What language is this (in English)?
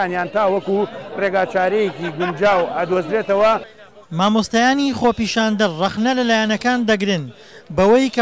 Central Kurdish